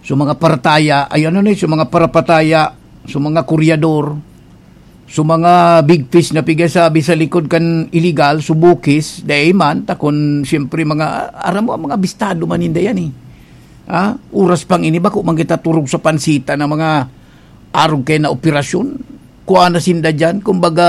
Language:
Bikol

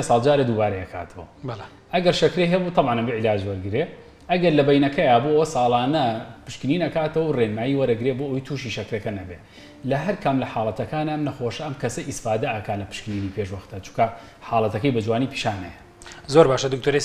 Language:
Central Kurdish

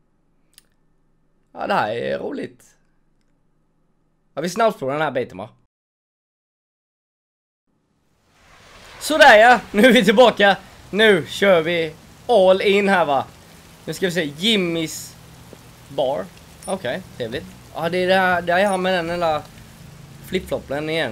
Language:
Swedish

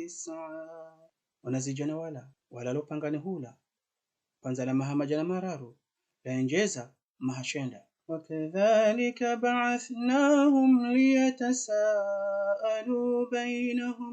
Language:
Ngazidja Comorian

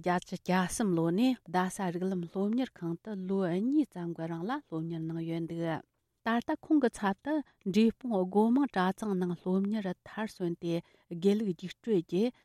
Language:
Tibetan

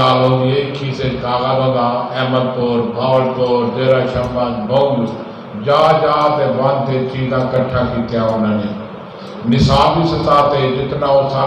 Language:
Saraiki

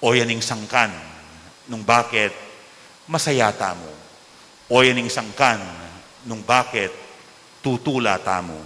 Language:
Pampanga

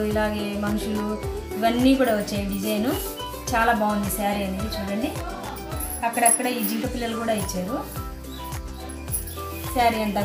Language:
Telugu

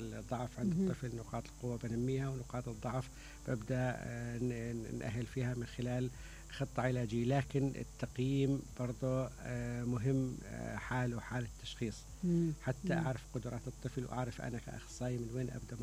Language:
Mesopotamian Arabic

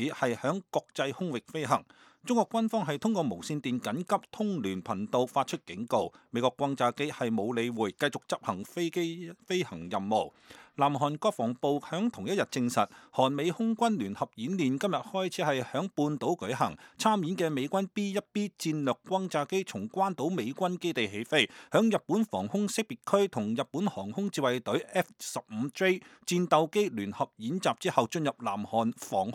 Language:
Cantonese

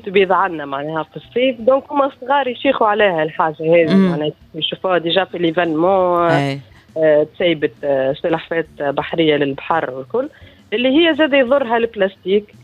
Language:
Tunisian Arabic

